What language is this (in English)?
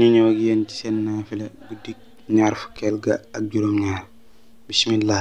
Wolof